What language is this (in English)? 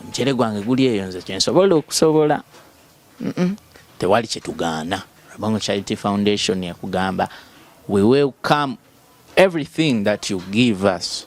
Ganda